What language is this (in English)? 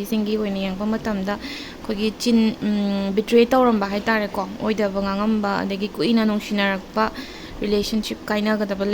Manipuri